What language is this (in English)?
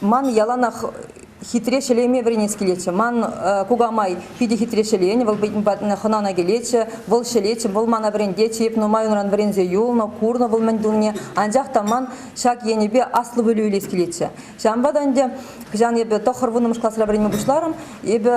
Chuvash